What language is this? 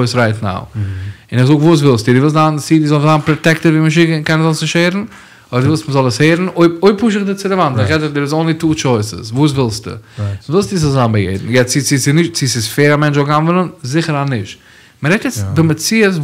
Yiddish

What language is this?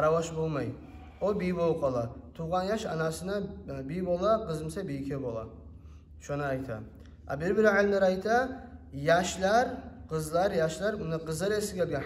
Kumyk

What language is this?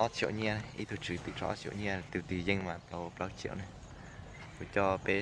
Hmong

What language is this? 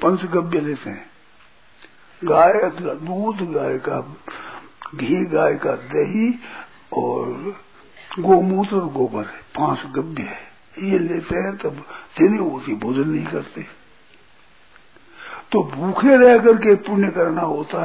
Hindi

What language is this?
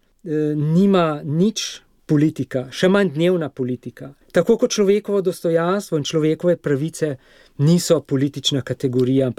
Slovenian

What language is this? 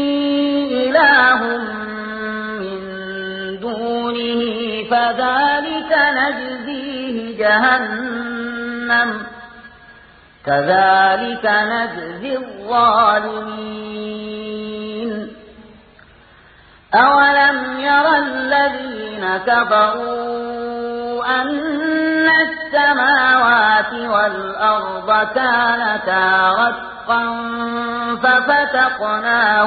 Arabic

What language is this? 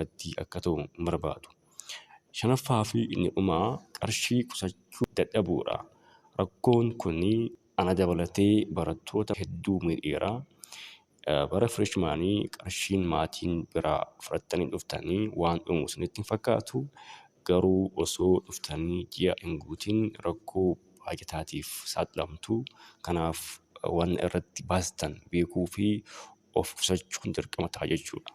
Oromo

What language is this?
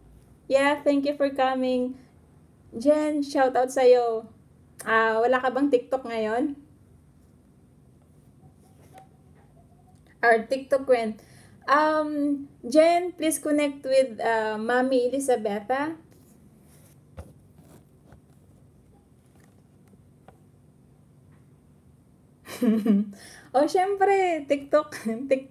Filipino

